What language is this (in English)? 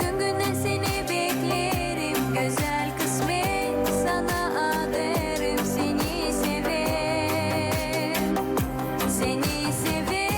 Gagauz